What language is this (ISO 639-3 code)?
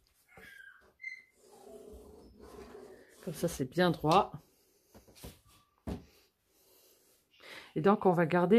fra